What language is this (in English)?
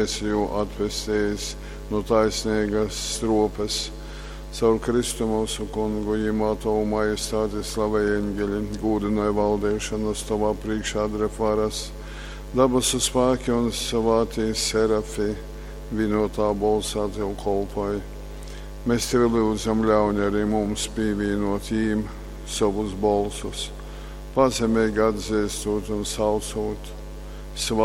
Latgalian